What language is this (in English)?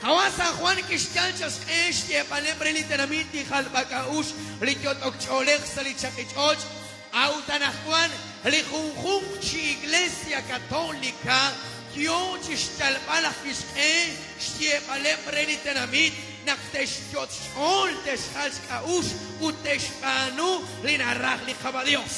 Kekchí